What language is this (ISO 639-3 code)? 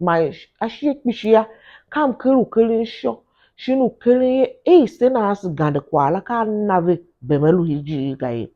tiv